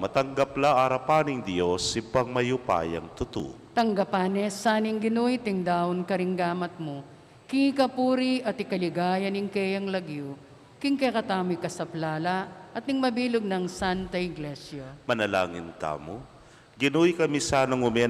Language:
Pampanga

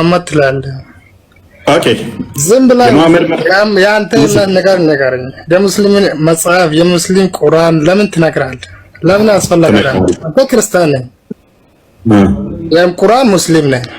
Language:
Amharic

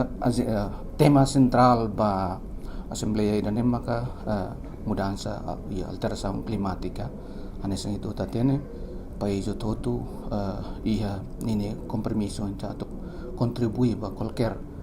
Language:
Tetum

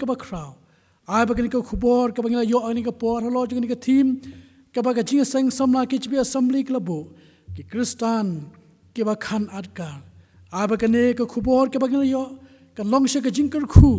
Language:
Khasi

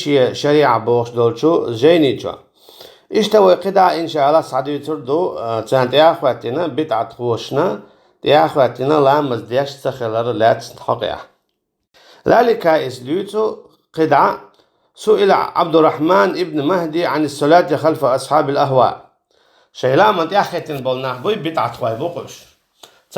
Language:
Chechen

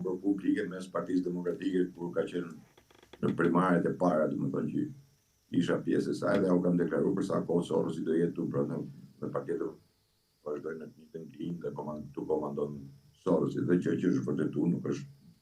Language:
Albanian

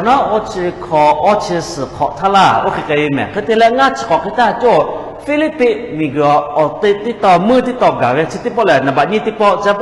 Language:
Lahu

